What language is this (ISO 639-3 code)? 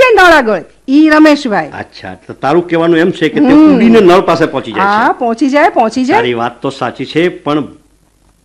guj